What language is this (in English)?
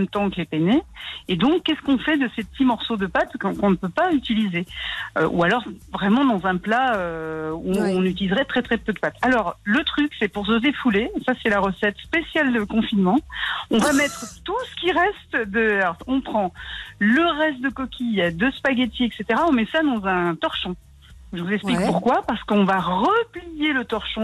French